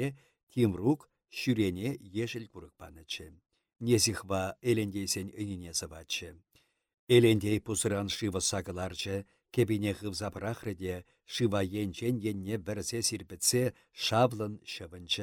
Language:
Chuvash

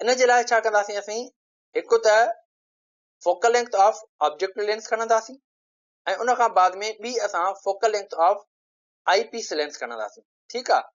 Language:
Sindhi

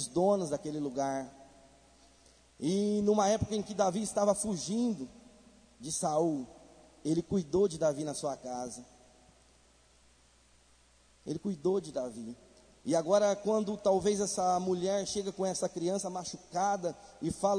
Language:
Portuguese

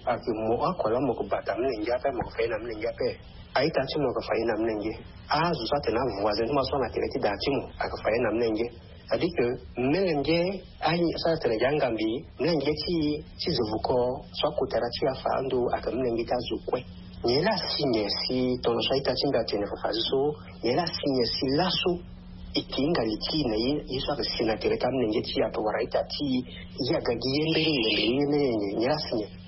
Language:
Sango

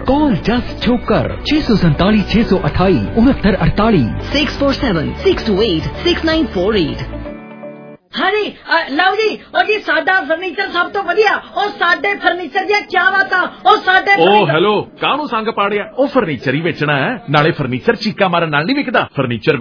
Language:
Punjabi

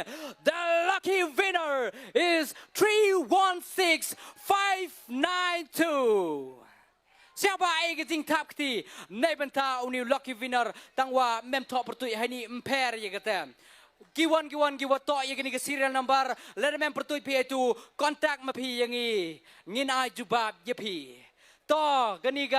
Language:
Khasi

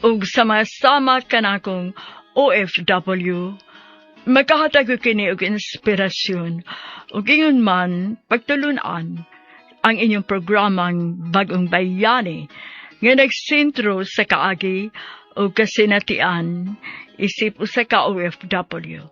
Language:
Cebuano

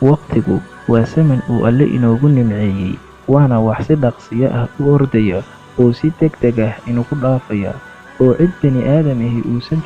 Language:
Somali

